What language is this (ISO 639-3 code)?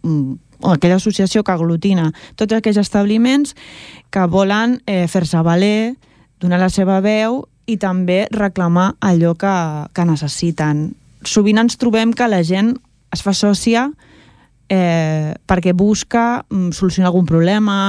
cat